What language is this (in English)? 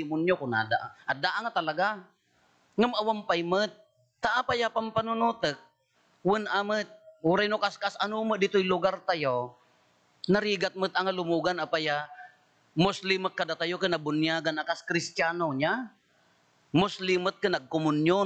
Iloko